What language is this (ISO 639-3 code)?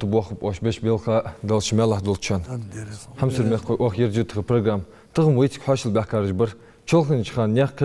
inh